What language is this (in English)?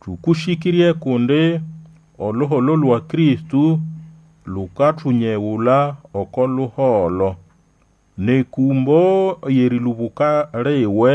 Nande